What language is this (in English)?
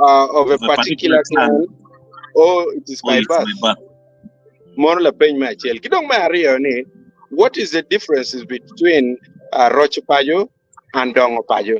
Acoli